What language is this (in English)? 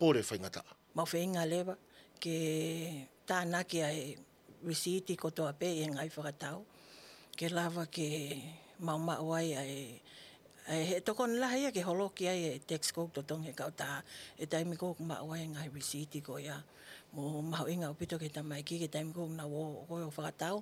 Tongan